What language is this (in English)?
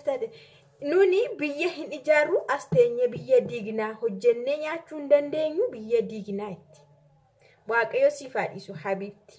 Oromo